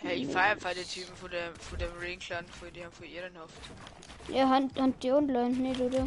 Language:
Bavarian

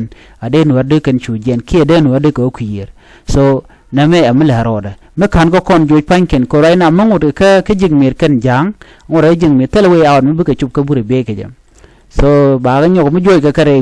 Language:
Nuer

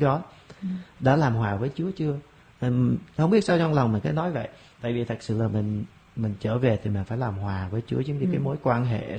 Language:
Vietnamese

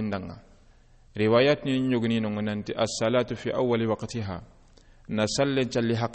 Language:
Soninke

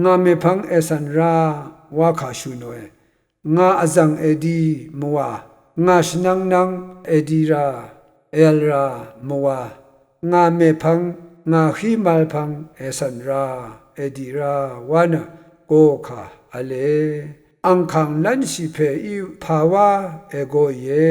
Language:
Rawang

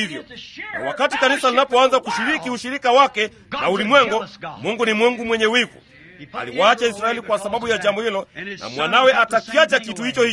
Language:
Swahili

